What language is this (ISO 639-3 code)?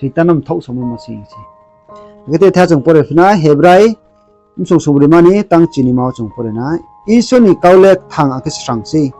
ria